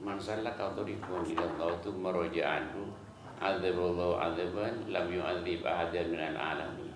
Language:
Madurese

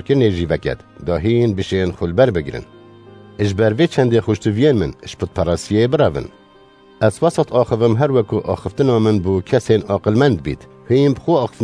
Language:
Kurdish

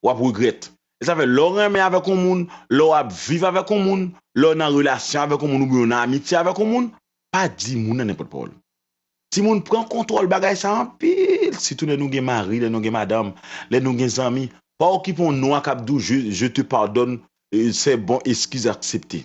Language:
Haitian Creole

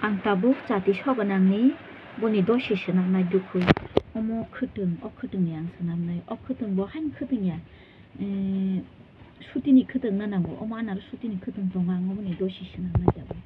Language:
Kok Borok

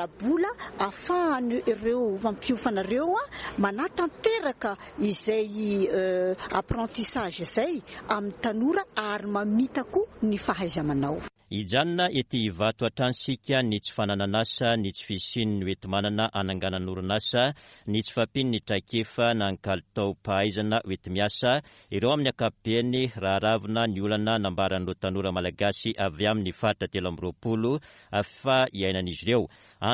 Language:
Malagasy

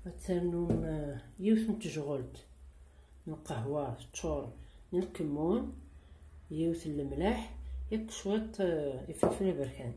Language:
Kabyle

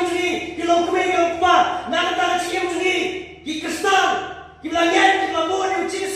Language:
Khasi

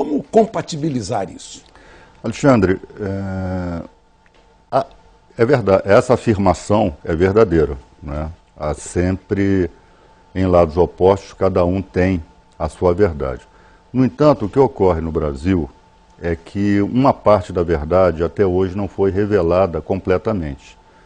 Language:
Portuguese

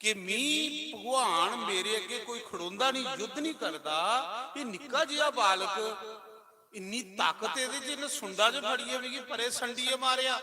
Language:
Dogri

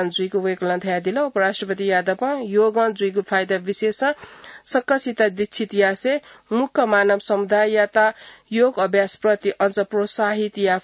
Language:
Newari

